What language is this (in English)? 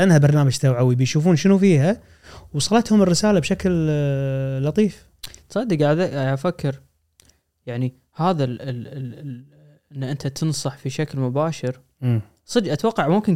Gulf Arabic